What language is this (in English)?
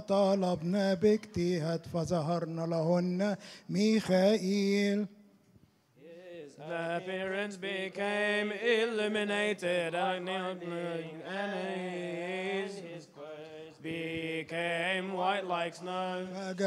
Arabic